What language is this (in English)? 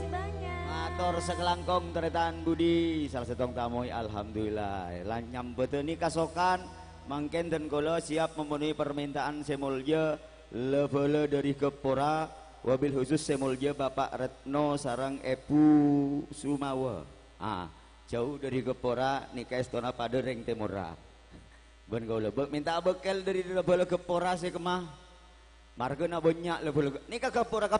Madurese